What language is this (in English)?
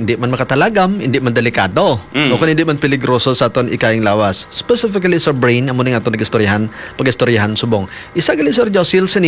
Hiligaynon